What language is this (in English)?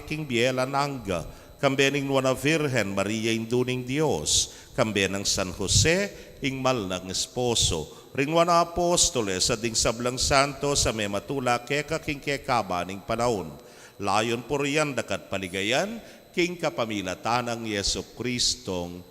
Pampanga